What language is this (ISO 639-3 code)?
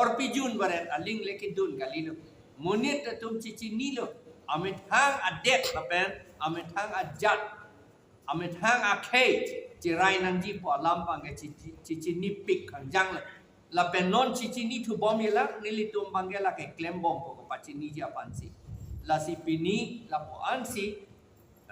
mjw